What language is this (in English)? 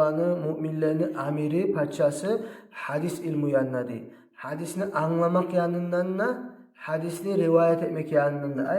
Kumyk